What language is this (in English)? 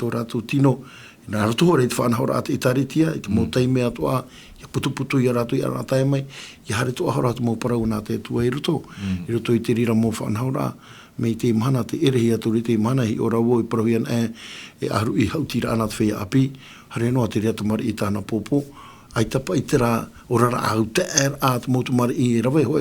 Tahitian